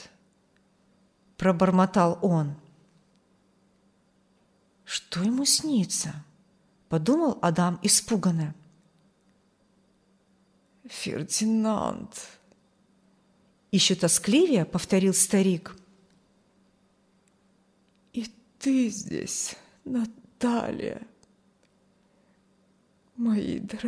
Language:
Russian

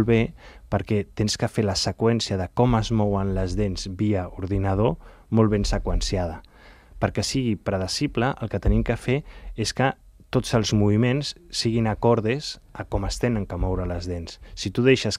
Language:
Catalan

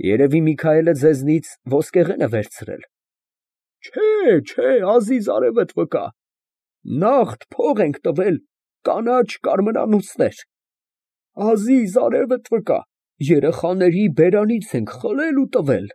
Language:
Armenian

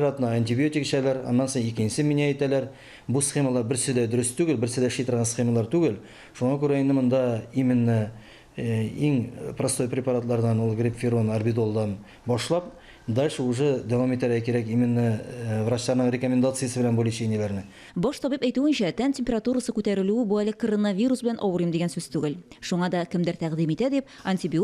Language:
Tatar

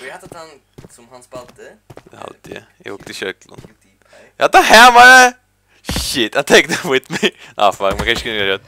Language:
Faroese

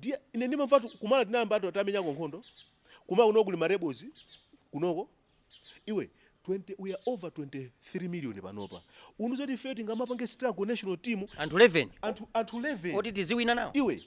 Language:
Nyanja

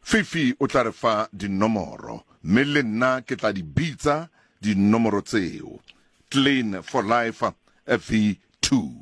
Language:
Southern Sotho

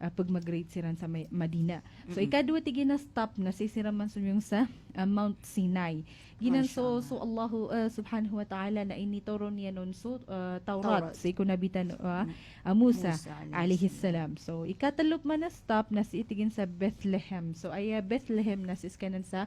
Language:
Maranao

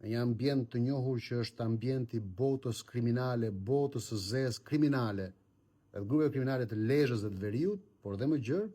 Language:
Albanian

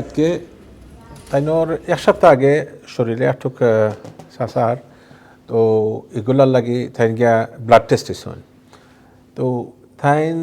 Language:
Sylheti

